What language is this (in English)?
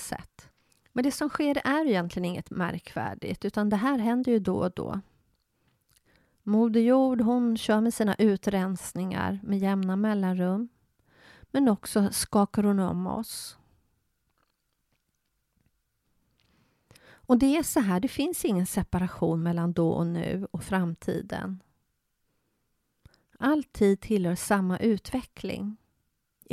Swedish